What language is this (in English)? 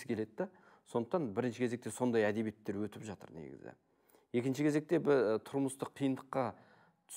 Kazakh